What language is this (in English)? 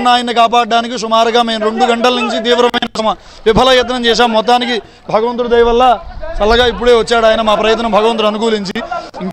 Telugu